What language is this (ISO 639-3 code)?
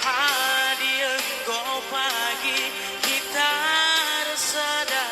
btx